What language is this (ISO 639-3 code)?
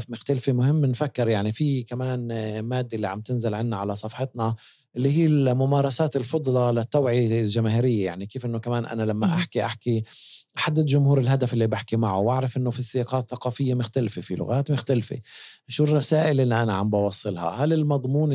apc